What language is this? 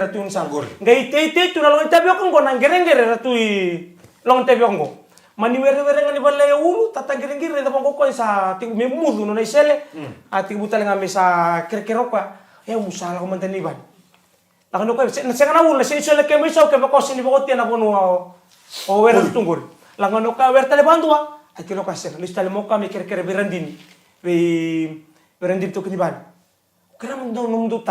Fijian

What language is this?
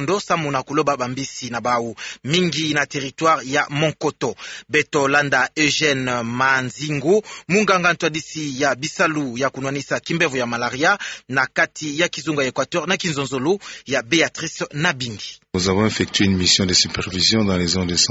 Kituba (Democratic Republic of Congo)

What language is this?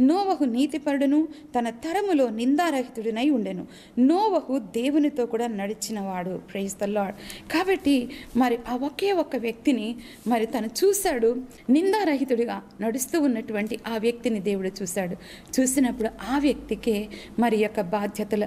Telugu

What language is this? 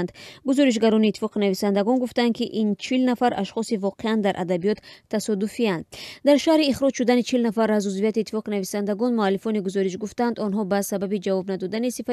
Tajik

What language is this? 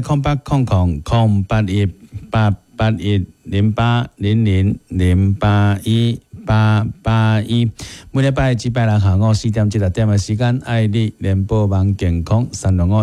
Min Nan Chinese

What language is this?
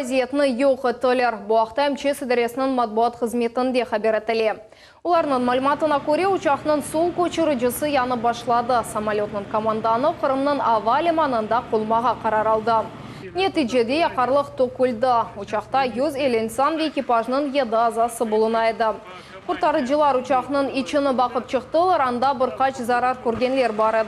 Crimean Tatar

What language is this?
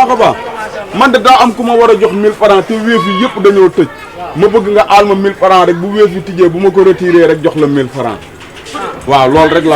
Wolof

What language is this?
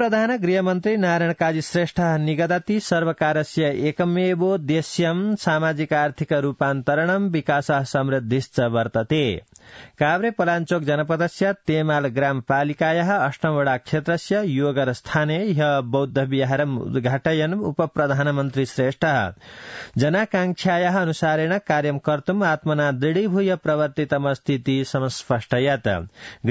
Sanskrit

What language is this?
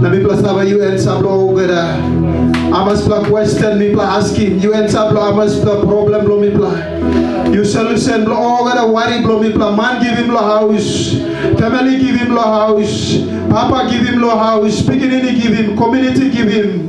Tok Pisin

